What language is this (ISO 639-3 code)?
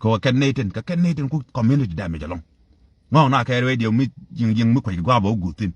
nus